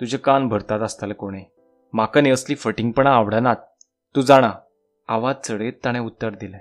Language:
Konkani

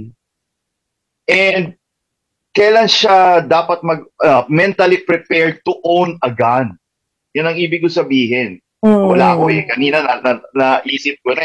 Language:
Filipino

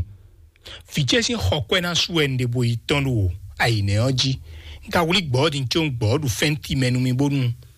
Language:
Fon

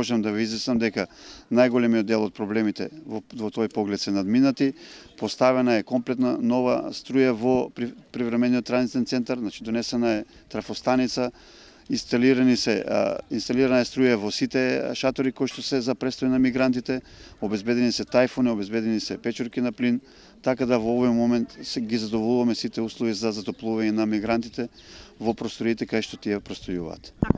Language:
Macedonian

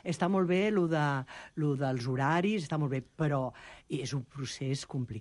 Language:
Catalan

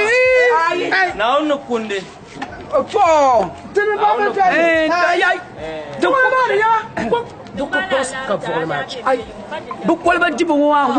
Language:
Dagbani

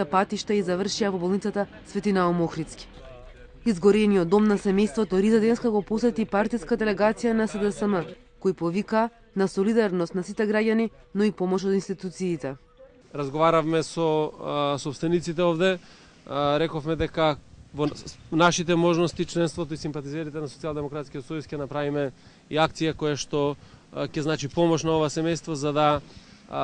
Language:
Macedonian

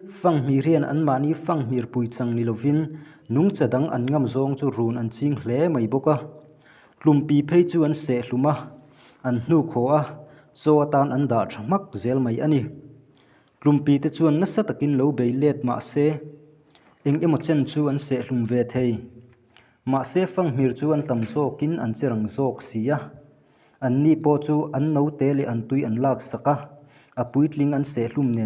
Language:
Mizo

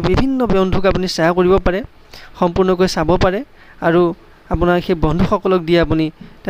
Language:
Assamese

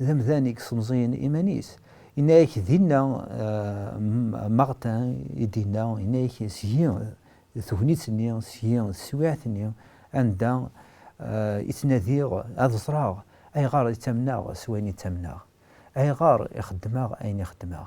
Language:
Kabyle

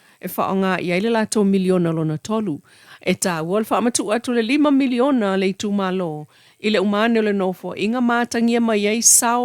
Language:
Samoan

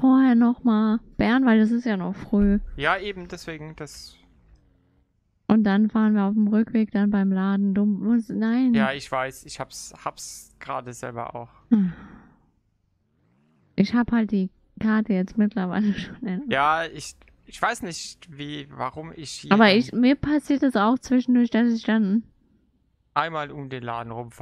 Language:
German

